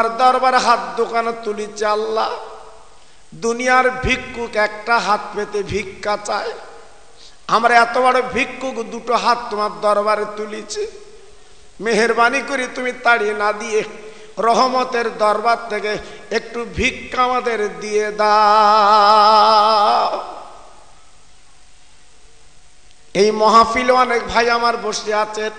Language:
Bangla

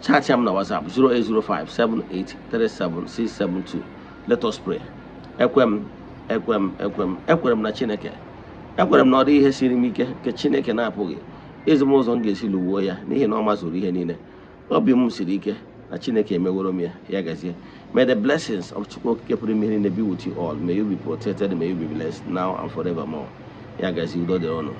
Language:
Igbo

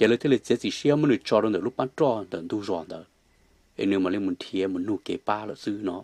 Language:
Hmong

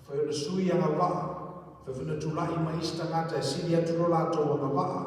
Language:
Samoan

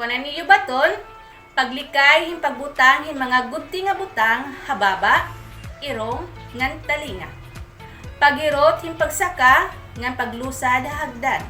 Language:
Waray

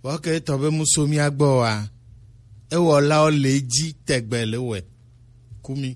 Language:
Gen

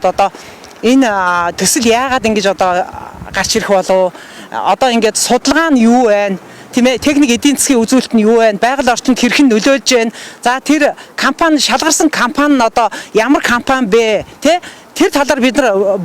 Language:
Mongolian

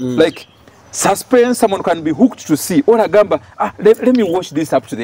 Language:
Nyoro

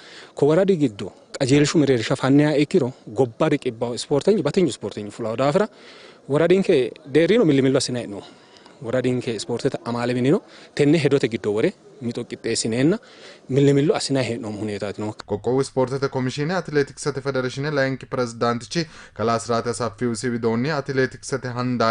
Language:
Sidamo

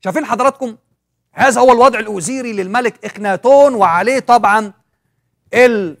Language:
Egyptian Arabic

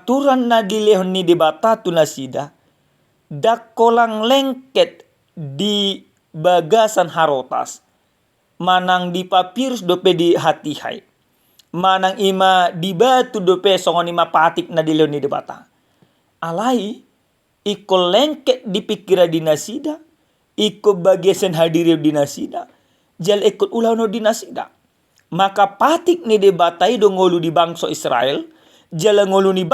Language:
Batak Toba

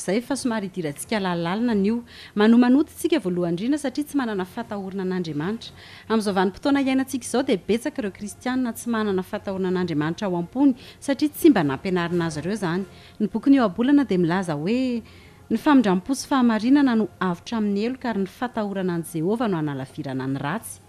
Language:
Malagasy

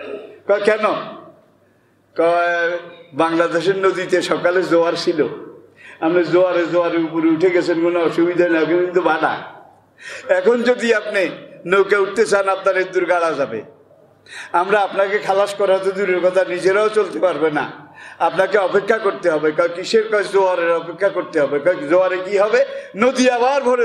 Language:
Bangla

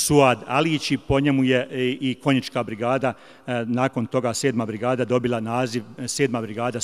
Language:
Bosnian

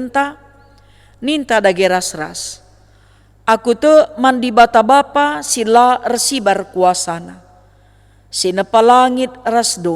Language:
Batak Karo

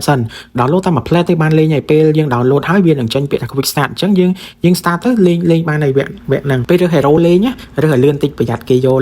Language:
Khmer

